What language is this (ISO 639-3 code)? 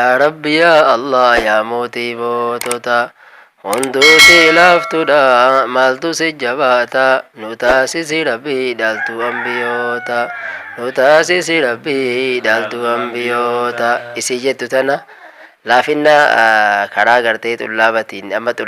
orm